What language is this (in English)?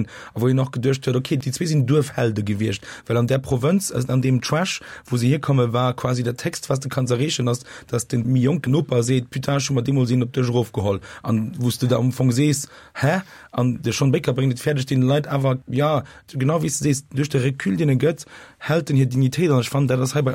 Luxembourgish